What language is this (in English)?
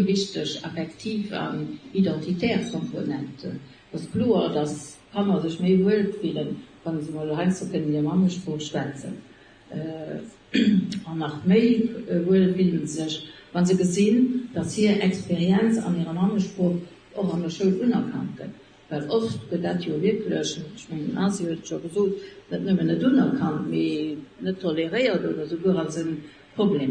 Luxembourgish